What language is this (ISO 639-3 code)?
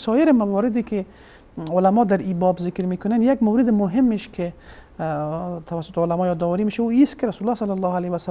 fas